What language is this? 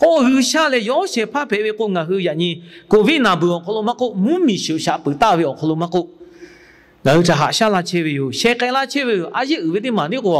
Lahu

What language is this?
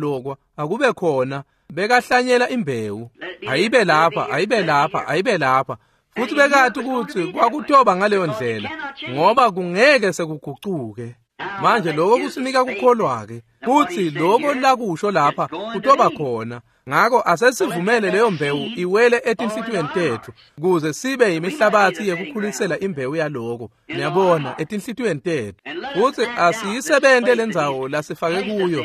Swati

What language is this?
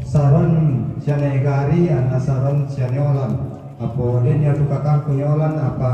Toraja-Sa'dan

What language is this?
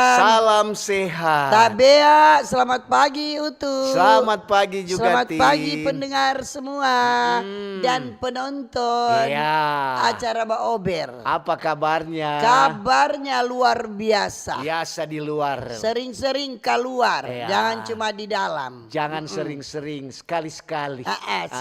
Manado Malay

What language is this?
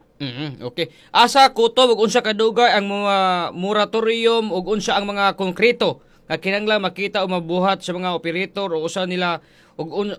Cebuano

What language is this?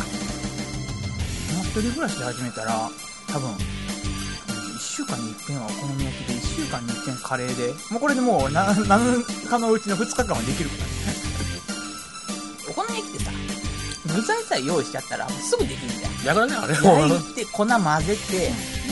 Japanese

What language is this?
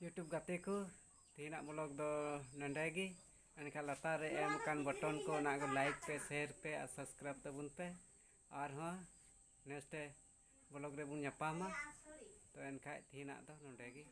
Santali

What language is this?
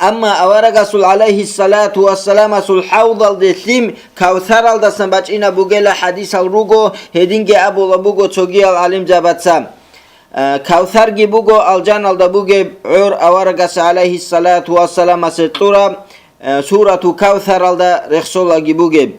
Avaric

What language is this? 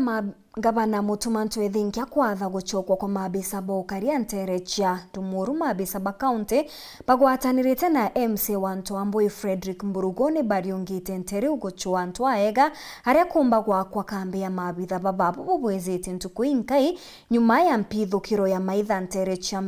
Meru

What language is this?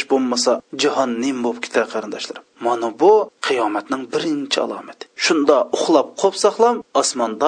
Uyghur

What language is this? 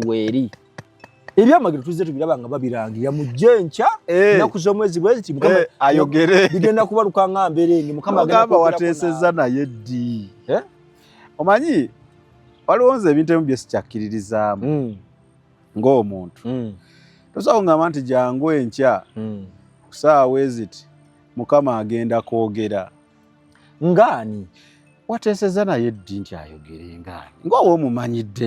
Ganda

